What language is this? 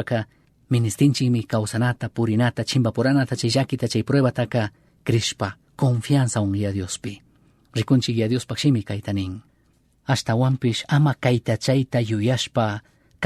Chimborazo Highland Quichua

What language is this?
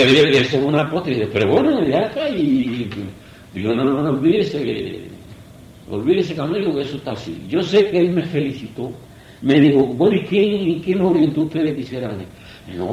Spanish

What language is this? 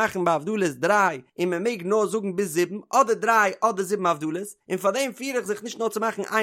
Yiddish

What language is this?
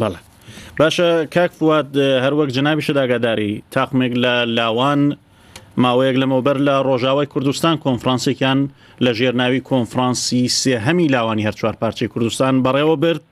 Central Kurdish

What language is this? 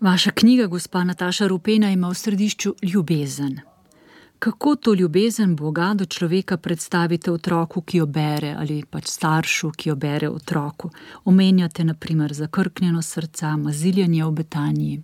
Slovenian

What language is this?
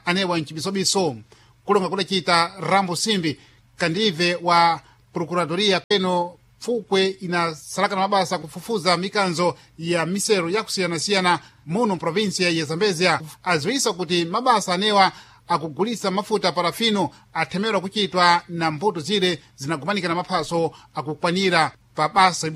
Sena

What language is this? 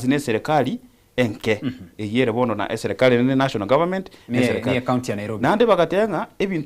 Gusii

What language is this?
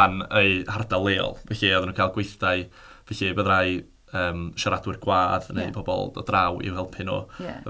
Welsh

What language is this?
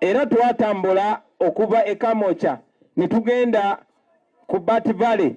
Ganda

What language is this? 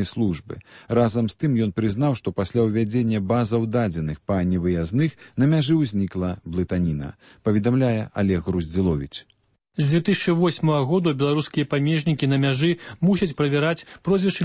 Belarusian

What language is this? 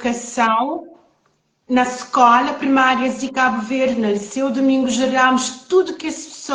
Kabuverdianu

